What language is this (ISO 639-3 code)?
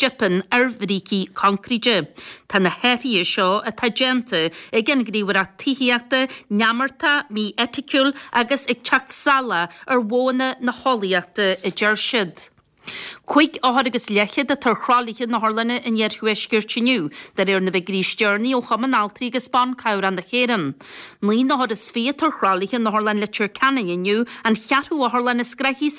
gle